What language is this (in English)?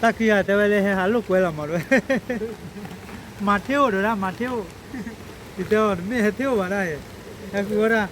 S'gaw Karen